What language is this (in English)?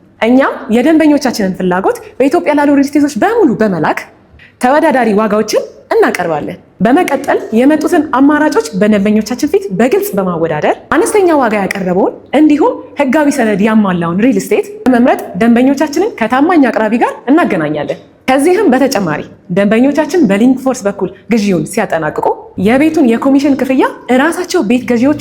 Amharic